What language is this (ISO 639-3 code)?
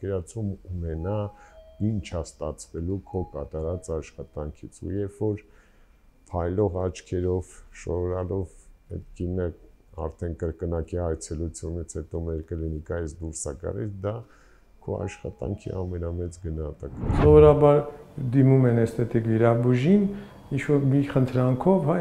hye